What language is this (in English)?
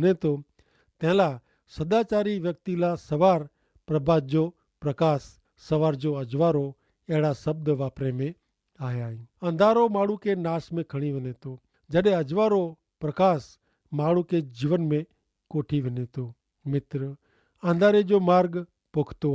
Kachhi